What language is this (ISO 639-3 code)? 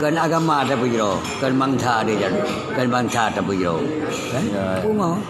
ace